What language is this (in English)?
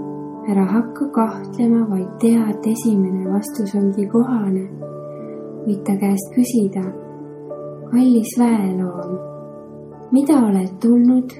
Estonian